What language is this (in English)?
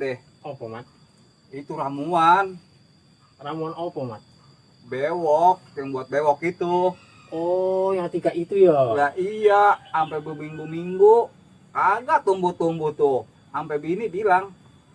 Betawi